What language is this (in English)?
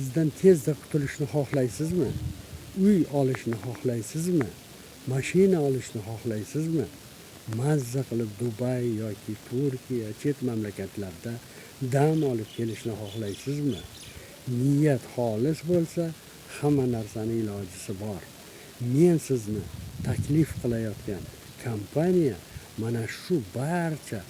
Uzbek